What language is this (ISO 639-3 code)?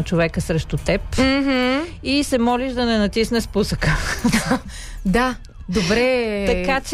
bul